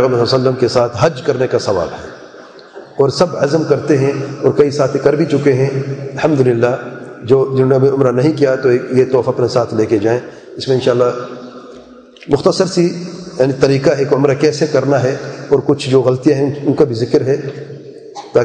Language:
Urdu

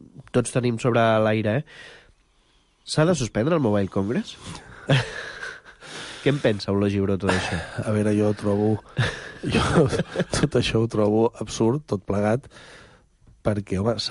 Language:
Catalan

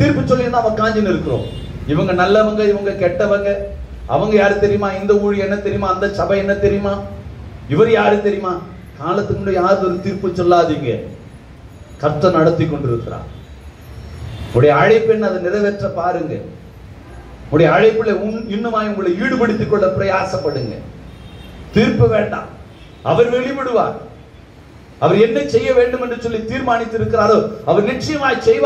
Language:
Tamil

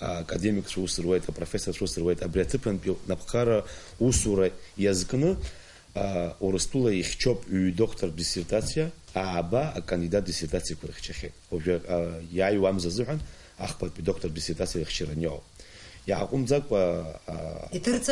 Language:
Abkhazian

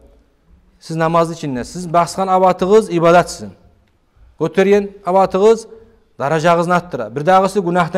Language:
Kumyk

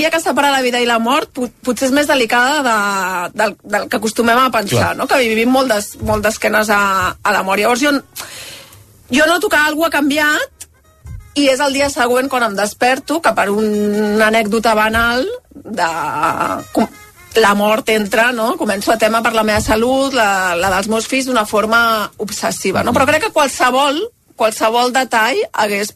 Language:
Catalan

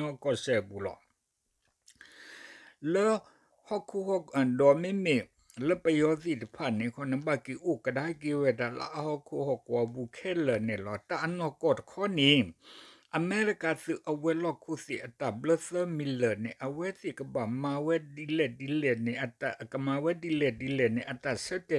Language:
S'gaw Karen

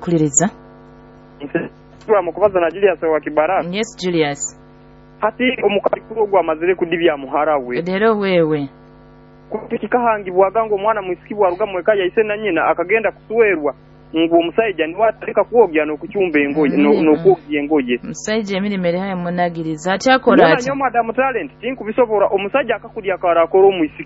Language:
Nyoro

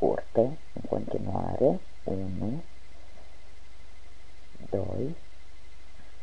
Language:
Romanian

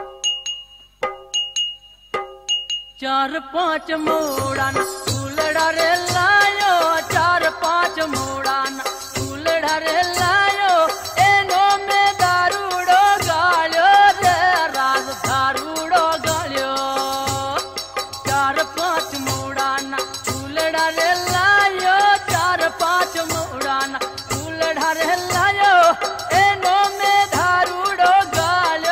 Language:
Gujarati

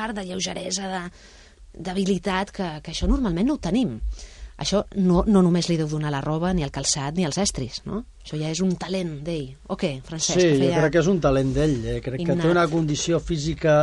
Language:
Catalan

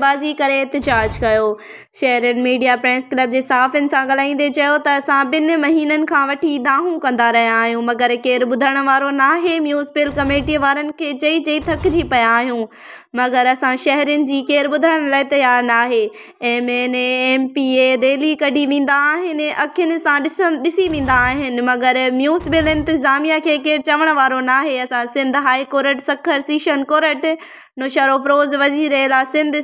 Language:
Sindhi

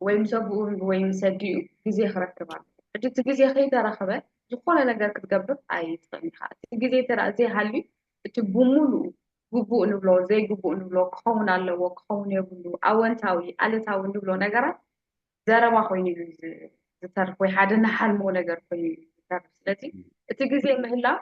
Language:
Tigrinya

